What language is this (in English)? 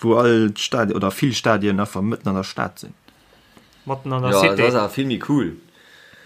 Luxembourgish